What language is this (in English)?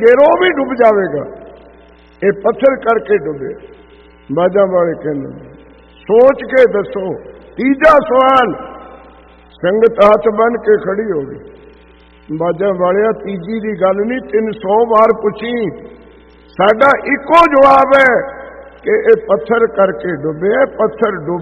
Punjabi